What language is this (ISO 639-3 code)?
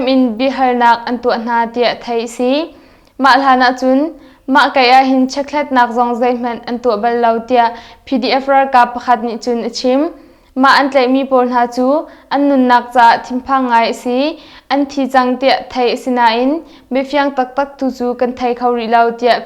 cnh